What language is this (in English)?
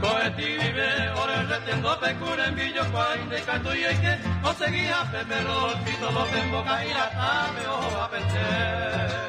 Guarani